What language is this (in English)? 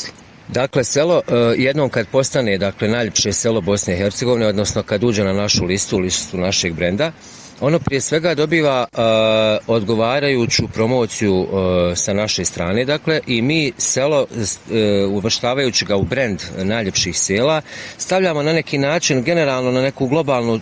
Bosnian